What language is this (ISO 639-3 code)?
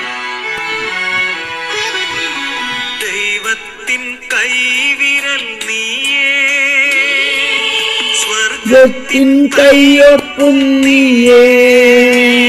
mal